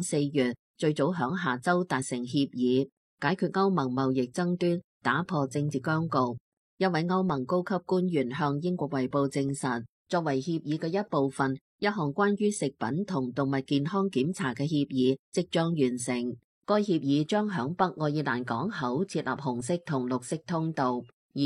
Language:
Cantonese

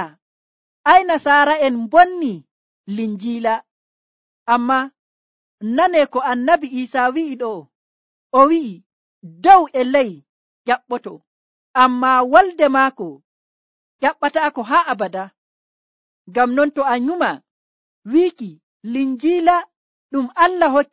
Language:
Nigerian Fulfulde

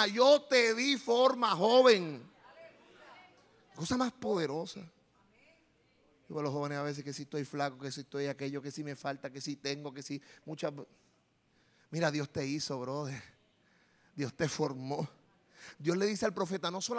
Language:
Spanish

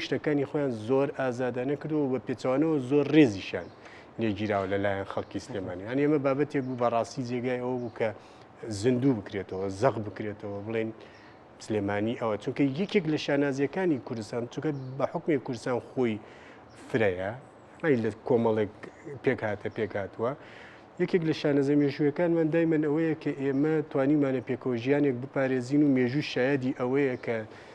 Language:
Central Kurdish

